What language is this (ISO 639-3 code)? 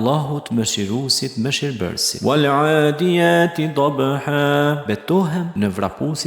sqi